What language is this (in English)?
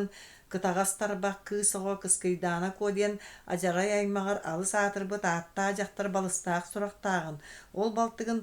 Yakut